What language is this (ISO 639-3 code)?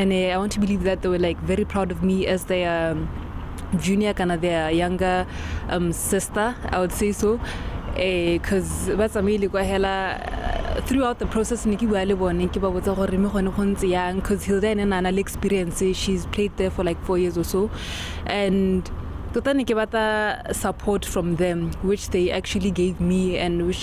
tsn